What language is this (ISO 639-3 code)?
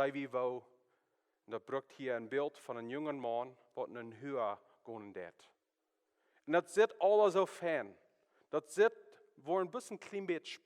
pdt